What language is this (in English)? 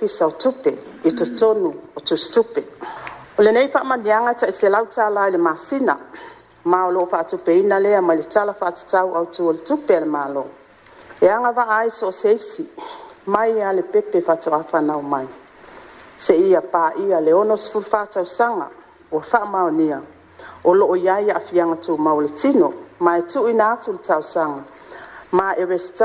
Samoan